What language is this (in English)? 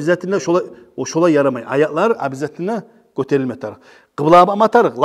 Kumyk